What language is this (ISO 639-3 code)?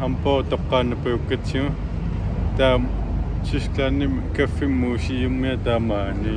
kal